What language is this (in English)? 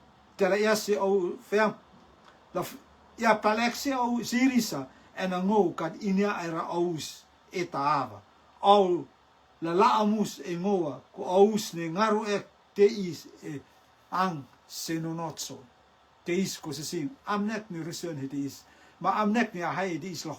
Rotuman